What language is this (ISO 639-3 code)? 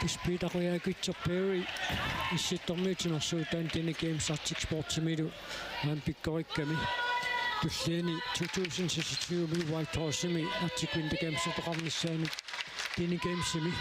kal